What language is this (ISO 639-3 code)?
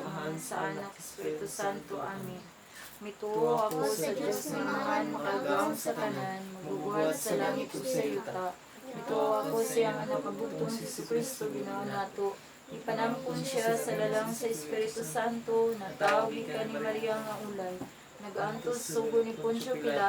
ceb